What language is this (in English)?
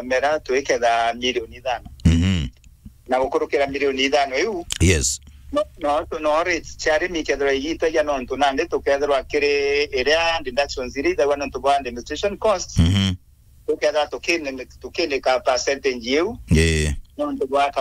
Meru